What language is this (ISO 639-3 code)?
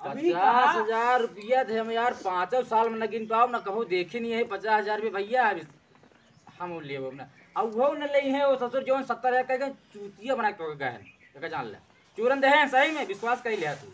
awa